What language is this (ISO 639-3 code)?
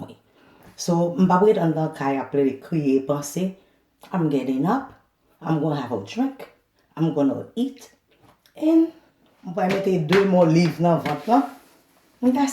hat